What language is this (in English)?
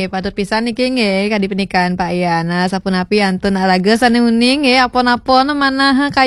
Balinese